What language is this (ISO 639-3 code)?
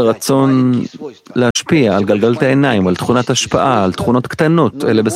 heb